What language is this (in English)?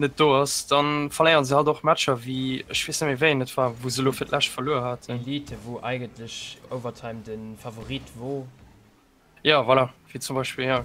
Luxembourgish